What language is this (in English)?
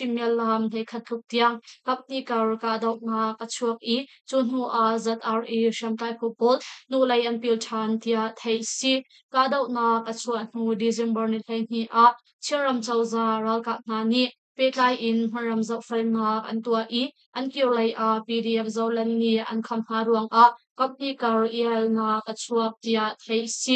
Hakha Chin